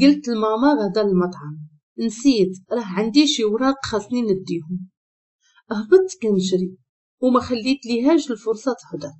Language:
Moroccan Arabic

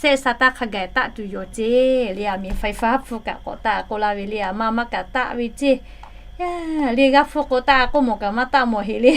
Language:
Lahu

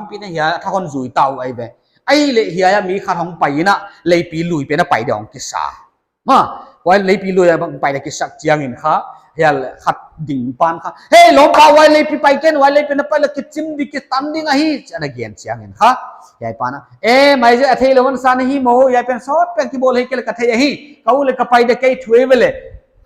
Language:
Paite Chin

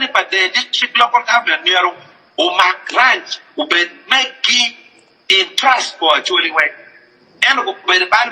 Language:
Acoli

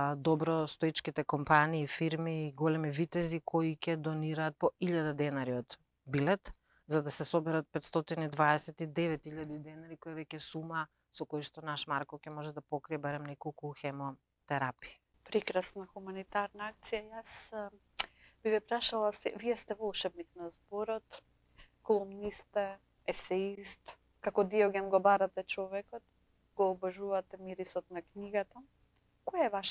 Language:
Macedonian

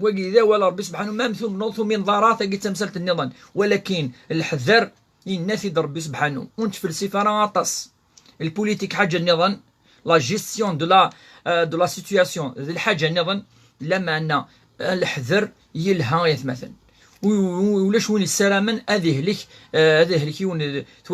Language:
Kabyle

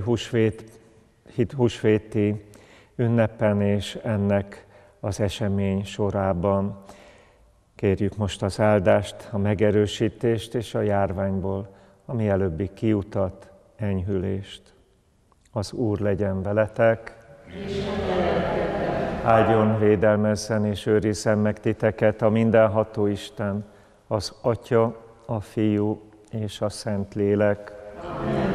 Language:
Hungarian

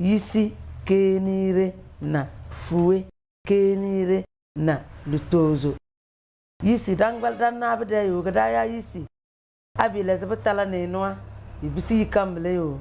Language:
Tem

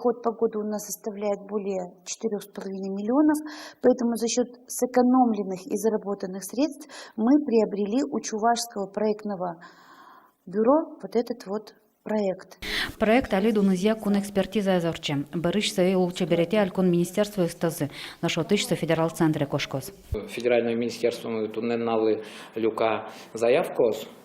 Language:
Udmurt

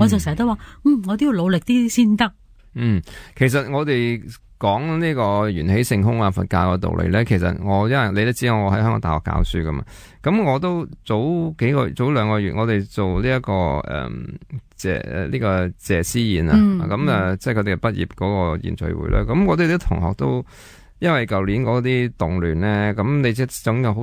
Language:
Cantonese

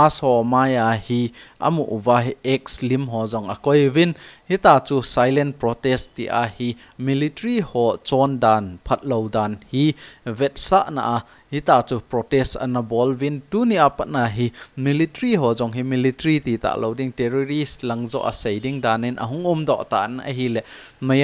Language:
Thado Chin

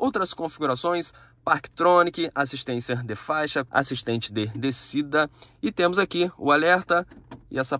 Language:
Portuguese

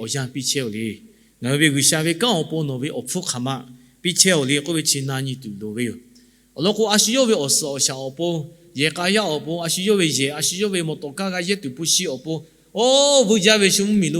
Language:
Lahu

